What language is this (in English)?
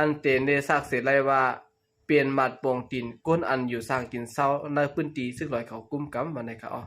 Shan